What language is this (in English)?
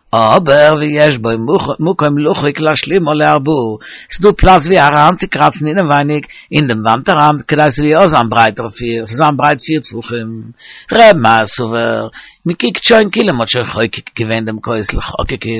Yiddish